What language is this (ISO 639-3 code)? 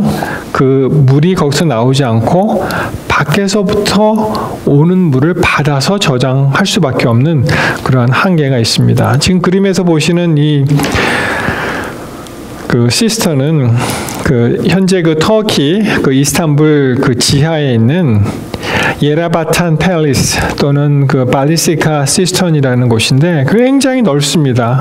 kor